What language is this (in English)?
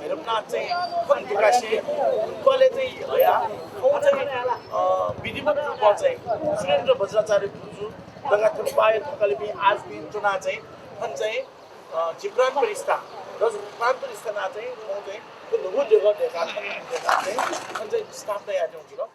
Newari